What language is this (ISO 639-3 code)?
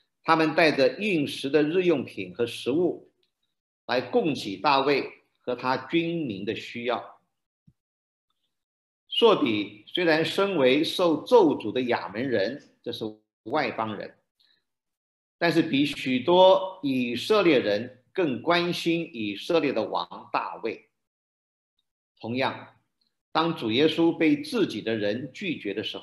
zho